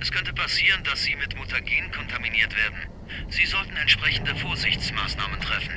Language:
Bavarian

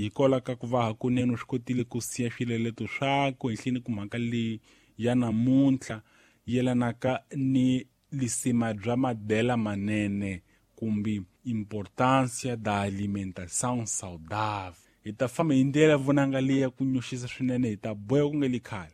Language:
Tsonga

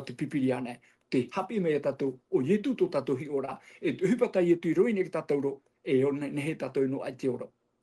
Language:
Tahitian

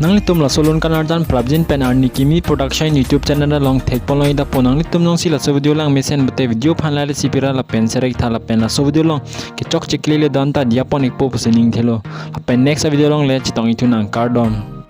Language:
Karbi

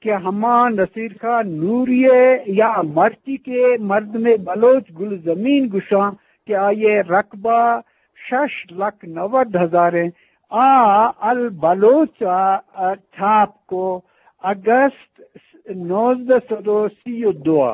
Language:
Eastern Balochi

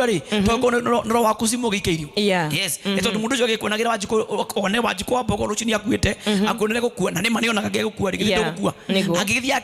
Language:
Kikuyu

